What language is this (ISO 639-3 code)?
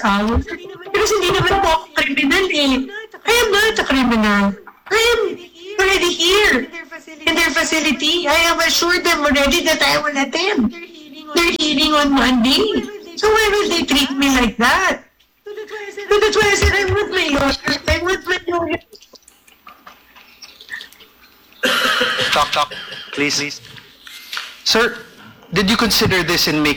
fil